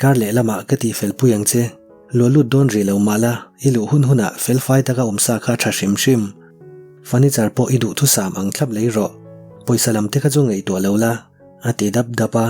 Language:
Mizo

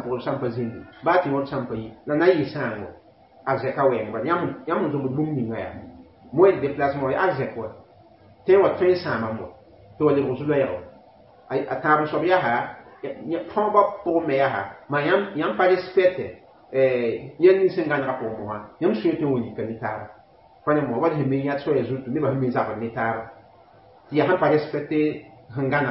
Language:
Mossi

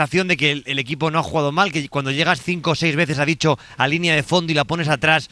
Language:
Spanish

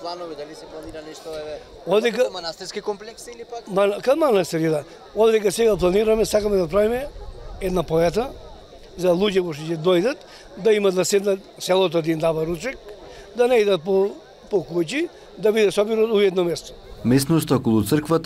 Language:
Macedonian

